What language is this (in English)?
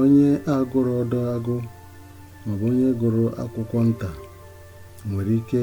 Igbo